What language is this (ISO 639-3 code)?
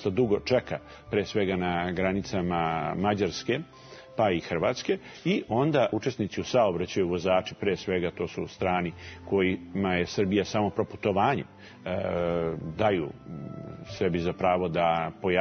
srp